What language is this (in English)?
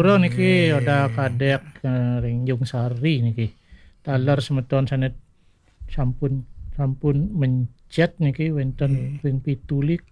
Balinese